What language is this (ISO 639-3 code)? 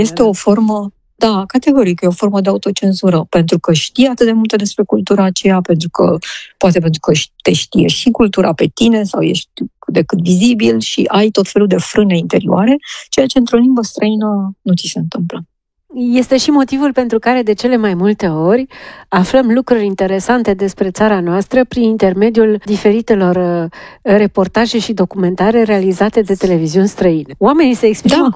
ron